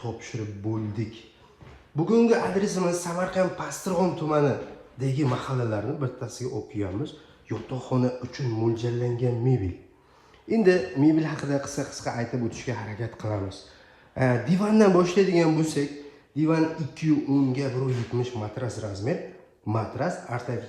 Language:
Uzbek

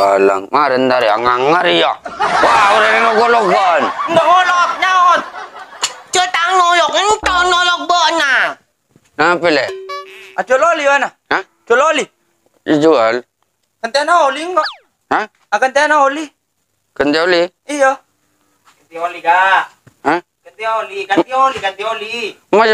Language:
Madurese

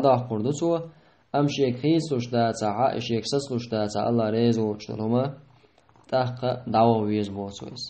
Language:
Chechen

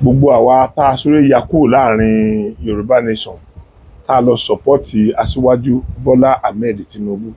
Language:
Yoruba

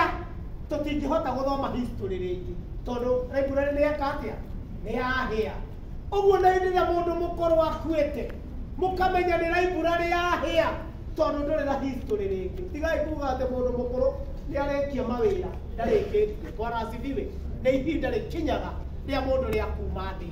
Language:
Kikuyu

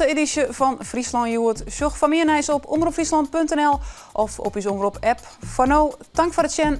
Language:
Western Frisian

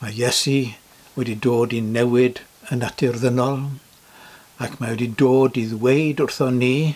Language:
Welsh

